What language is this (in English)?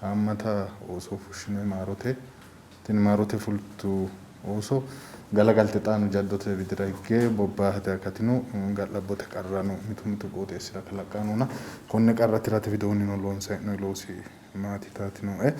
Sidamo